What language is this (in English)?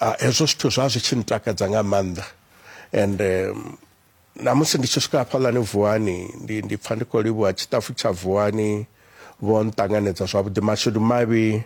Venda